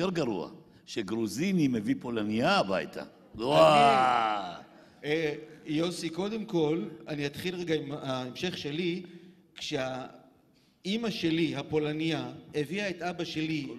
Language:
Hebrew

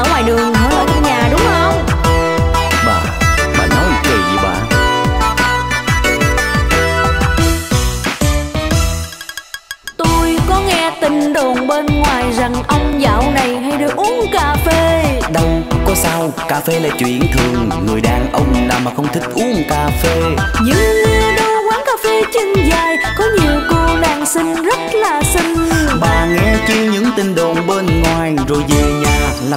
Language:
Vietnamese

